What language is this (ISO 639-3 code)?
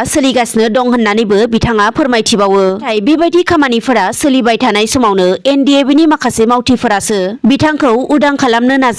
brx